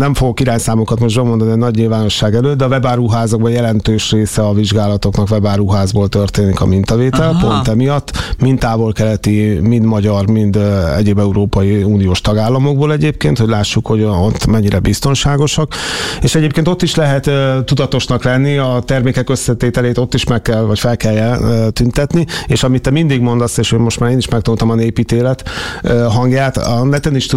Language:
Hungarian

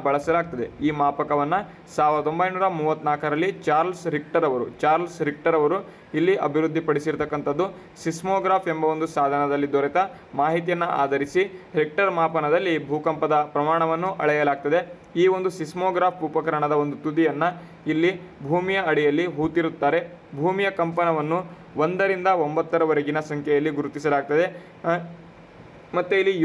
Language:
Kannada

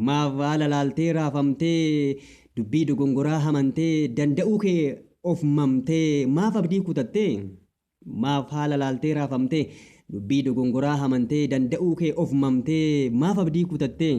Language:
Oromo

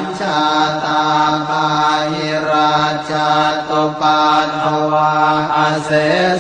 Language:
Pali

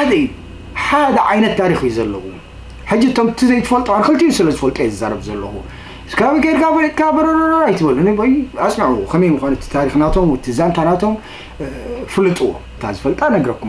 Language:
Tigrinya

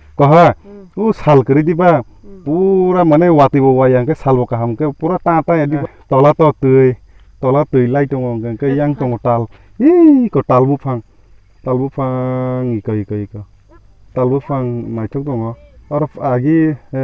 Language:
Kok Borok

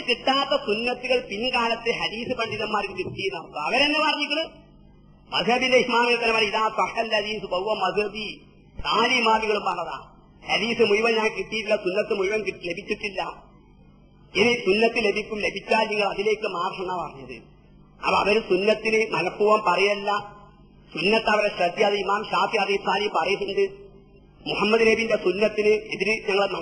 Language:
Malayalam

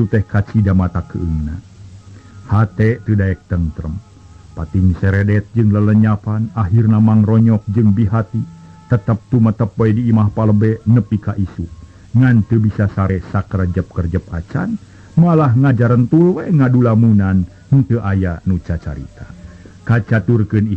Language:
Sundanese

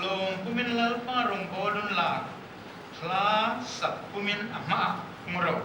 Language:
Hmar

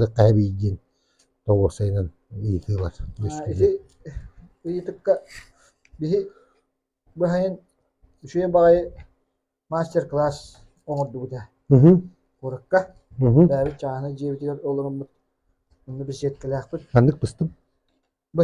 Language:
Yakut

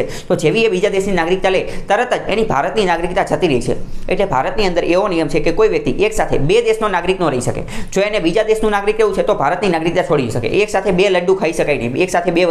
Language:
Gujarati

